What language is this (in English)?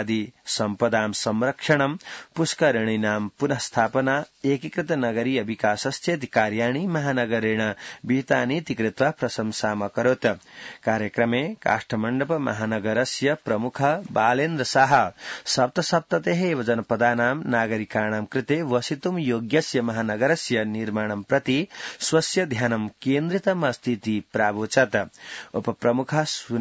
Sanskrit